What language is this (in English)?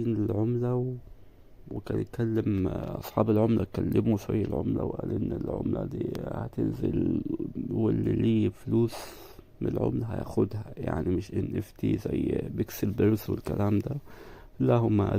Egyptian Arabic